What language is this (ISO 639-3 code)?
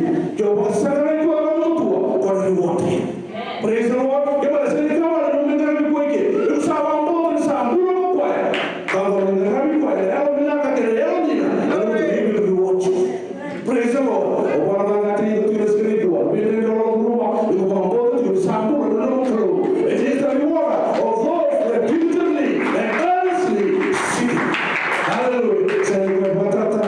fij